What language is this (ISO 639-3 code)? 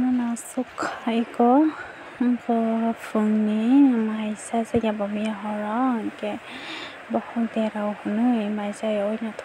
trp